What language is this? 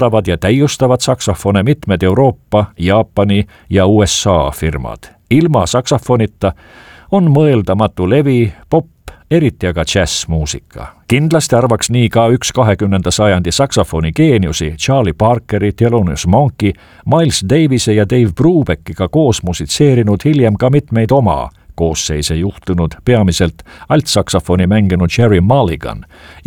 Estonian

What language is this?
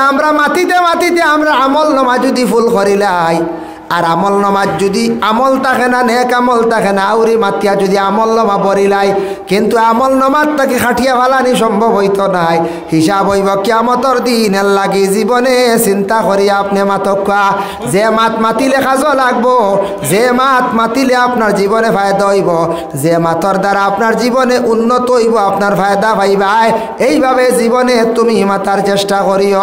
Sylheti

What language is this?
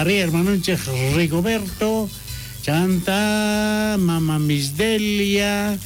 South Bolivian Quechua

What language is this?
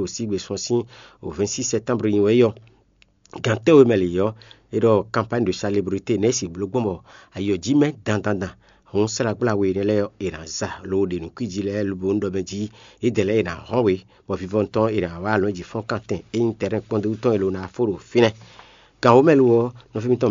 Fon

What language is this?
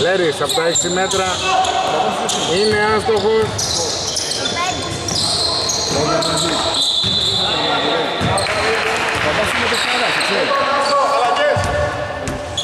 Greek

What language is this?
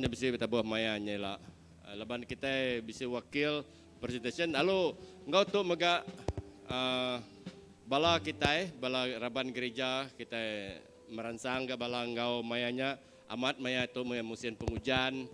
Iban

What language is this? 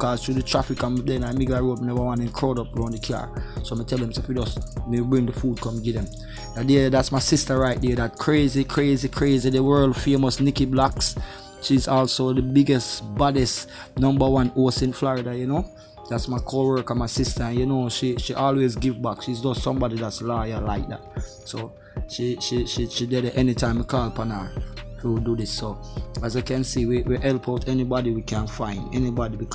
Jamaican Creole English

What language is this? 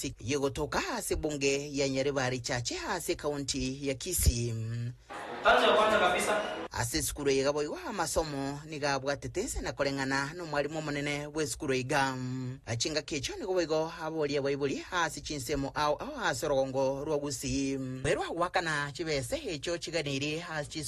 Gusii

